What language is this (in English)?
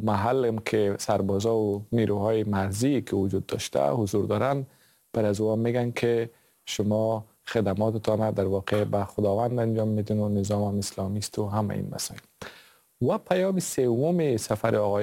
Persian